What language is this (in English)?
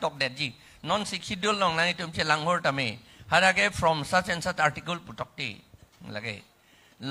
Karbi